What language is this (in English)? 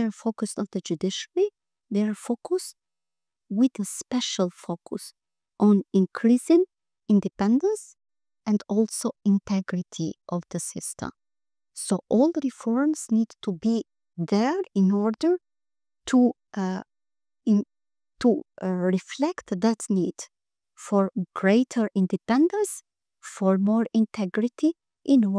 English